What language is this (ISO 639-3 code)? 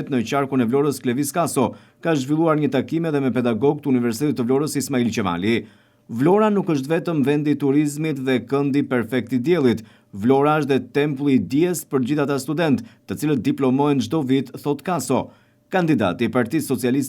sqi